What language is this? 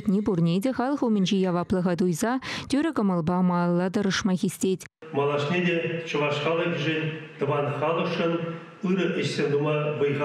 Chuvash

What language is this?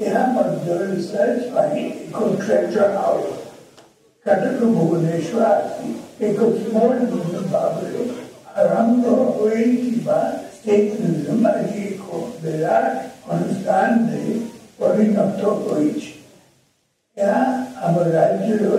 Odia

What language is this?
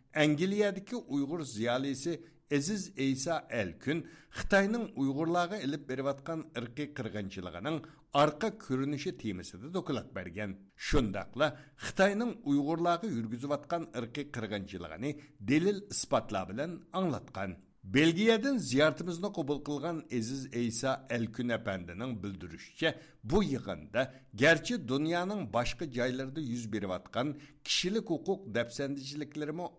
Uyghur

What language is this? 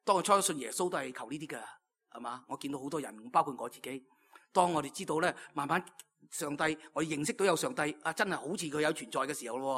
Cantonese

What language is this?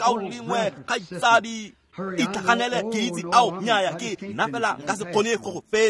Tswana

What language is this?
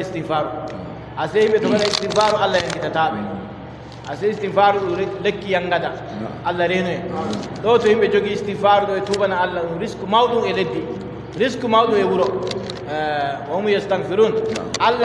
Adamawa Fulfulde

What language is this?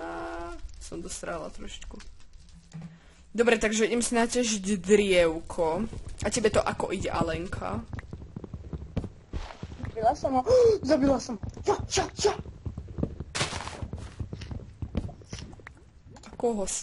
Slovak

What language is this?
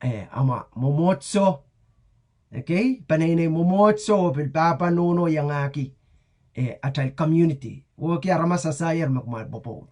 Pohnpeian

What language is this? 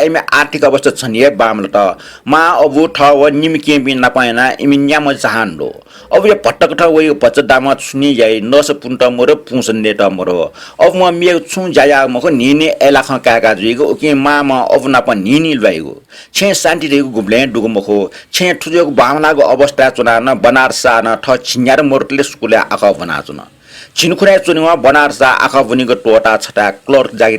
Newari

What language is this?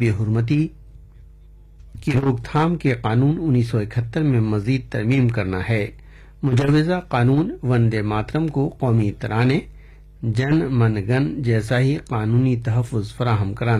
Urdu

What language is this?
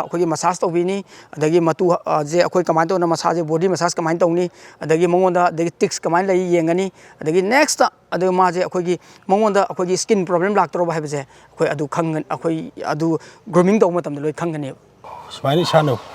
Manipuri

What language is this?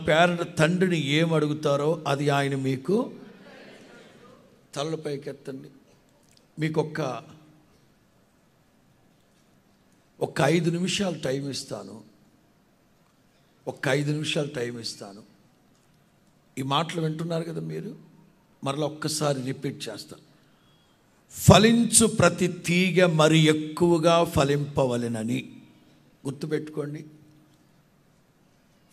Telugu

